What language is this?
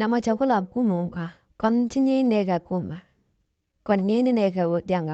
Nuer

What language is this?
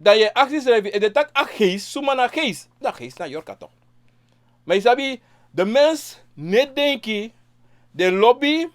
Sranan Tongo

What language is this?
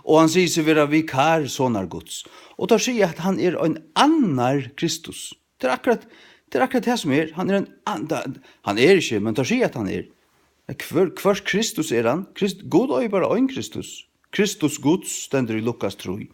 Faroese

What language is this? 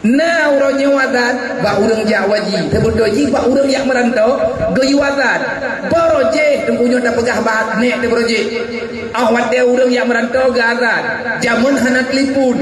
Achinese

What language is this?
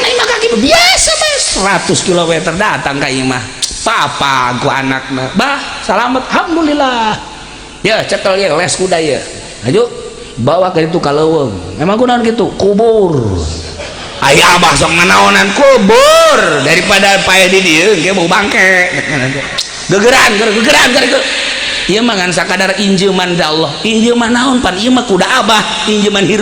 Sundanese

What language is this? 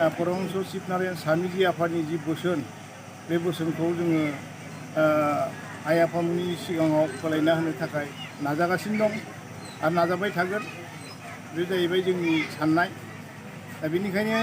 Bodo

